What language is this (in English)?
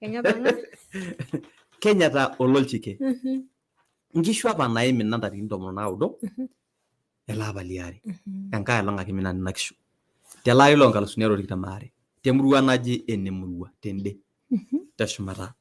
Masai